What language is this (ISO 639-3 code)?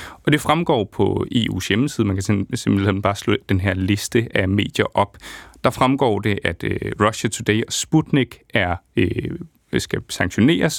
dan